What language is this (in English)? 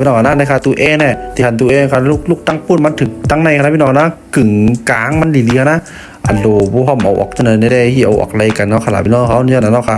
Shan